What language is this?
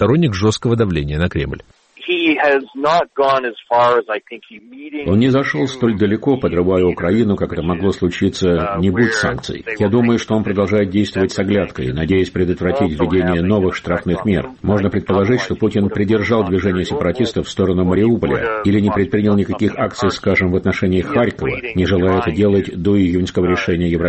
Russian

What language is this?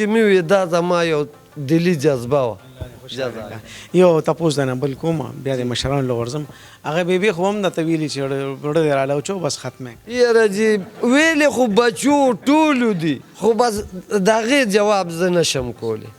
Pashto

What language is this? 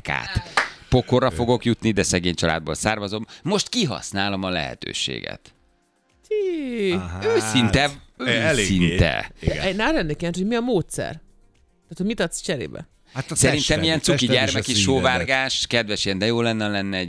Hungarian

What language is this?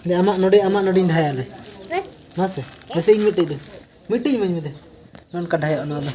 Santali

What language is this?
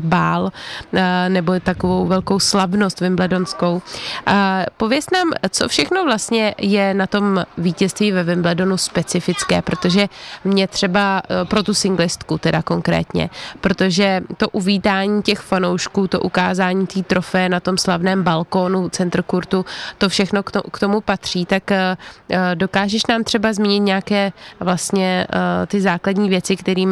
Czech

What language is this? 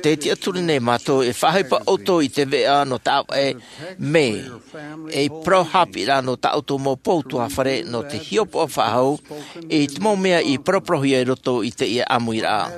Tahitian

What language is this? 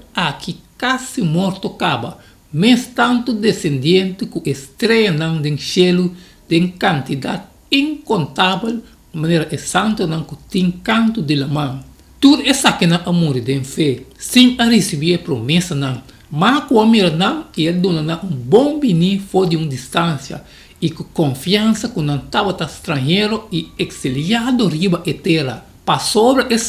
Papiamento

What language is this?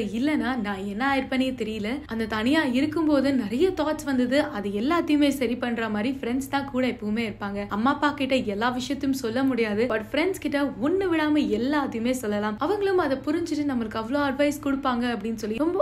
Tamil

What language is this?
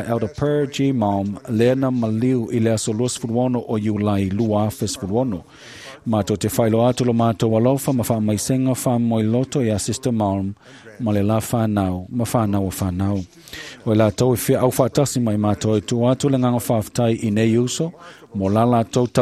Samoan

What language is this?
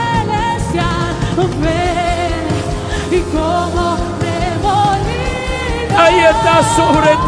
Spanish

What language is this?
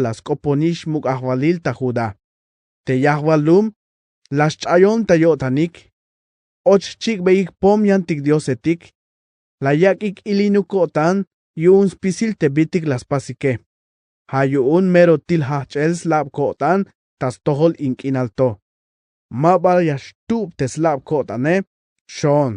Tzeltal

